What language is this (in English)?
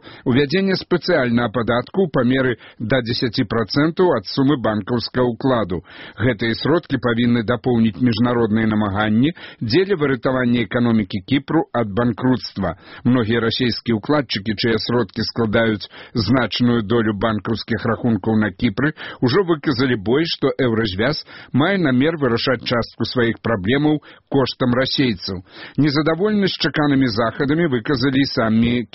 Belarusian